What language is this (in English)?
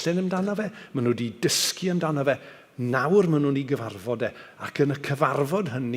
Welsh